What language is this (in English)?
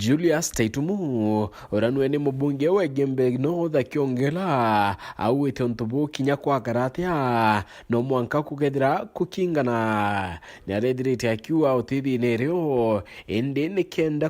Meru